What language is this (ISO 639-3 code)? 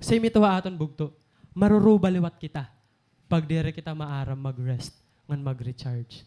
war